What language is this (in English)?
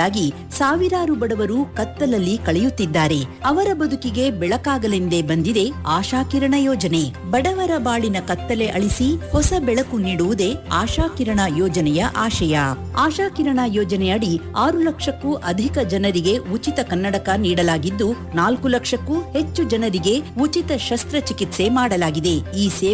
Kannada